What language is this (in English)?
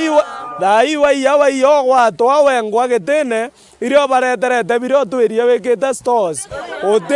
Meru